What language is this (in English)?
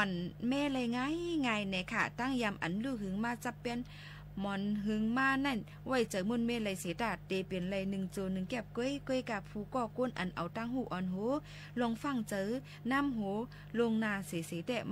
Shan